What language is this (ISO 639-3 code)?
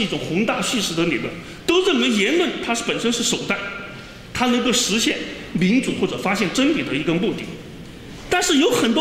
zho